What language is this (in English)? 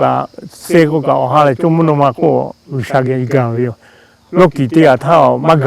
Lahu